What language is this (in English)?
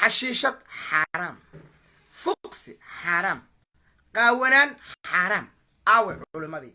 Somali